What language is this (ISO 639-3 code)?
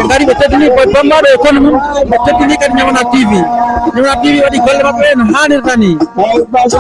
ful